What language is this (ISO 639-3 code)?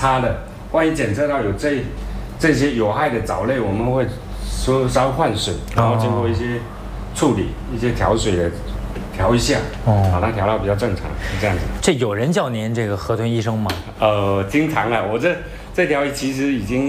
zho